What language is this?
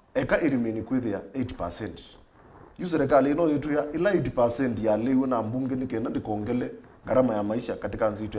Kamba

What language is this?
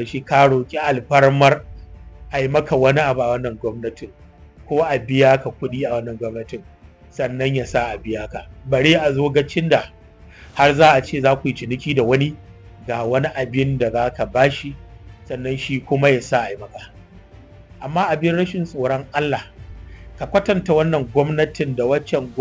Hausa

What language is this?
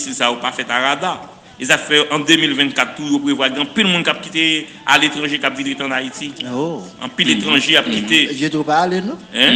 Haitian Creole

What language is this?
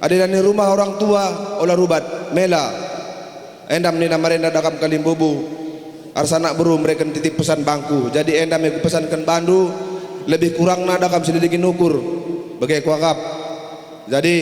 Batak Karo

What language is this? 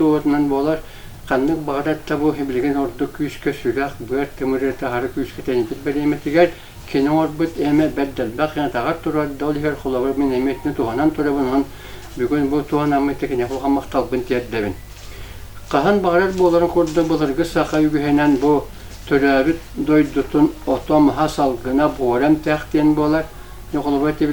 Yakut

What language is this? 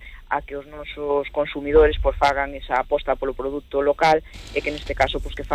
Galician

